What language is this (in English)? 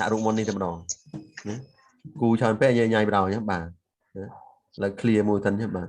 Khmer